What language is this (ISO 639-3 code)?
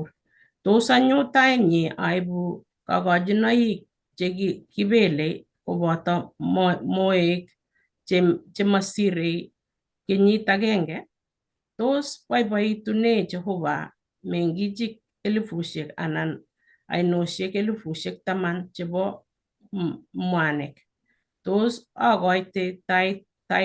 kln